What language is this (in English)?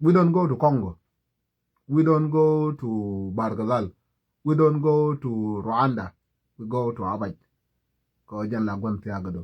Nuer